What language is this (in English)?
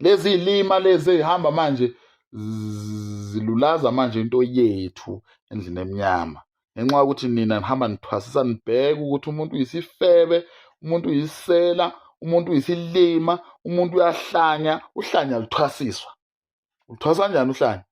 Zulu